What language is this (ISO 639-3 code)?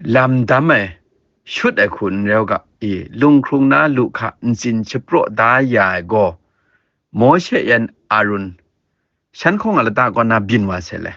kac